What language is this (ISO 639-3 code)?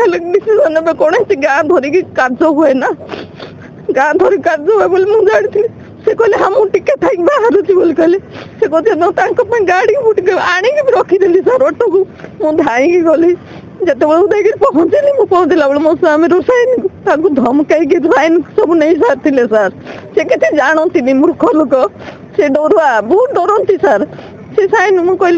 ori